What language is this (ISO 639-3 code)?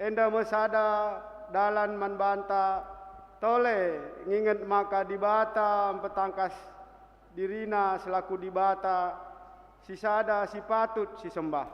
btx